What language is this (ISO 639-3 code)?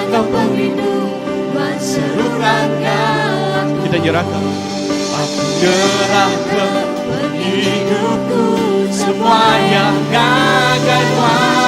iba